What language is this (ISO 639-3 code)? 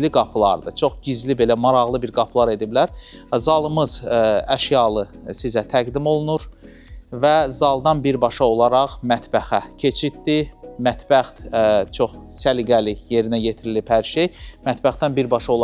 aze